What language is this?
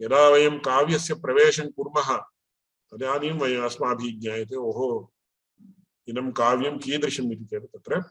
Sanskrit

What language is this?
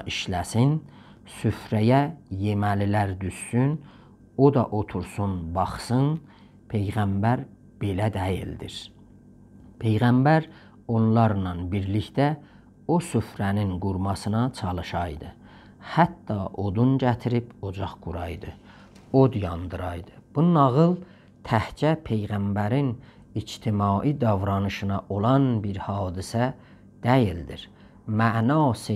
South Azerbaijani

